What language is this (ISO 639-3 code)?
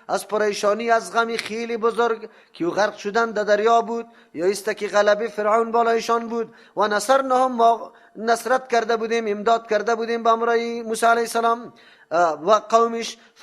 fas